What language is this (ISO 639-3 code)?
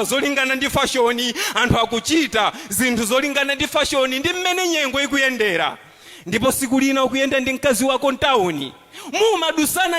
nya